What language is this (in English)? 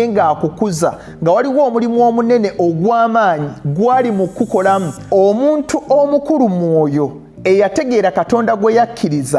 Ganda